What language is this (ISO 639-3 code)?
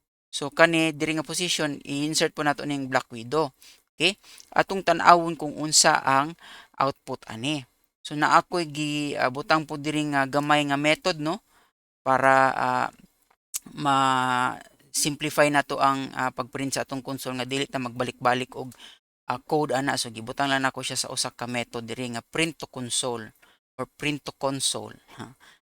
ceb